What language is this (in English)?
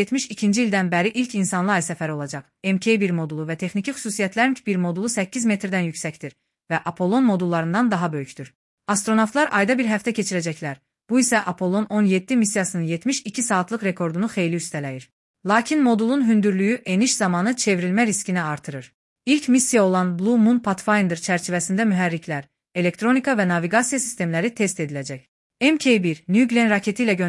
Azerbaijani